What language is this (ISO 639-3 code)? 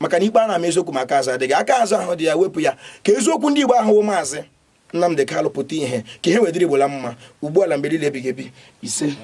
ibo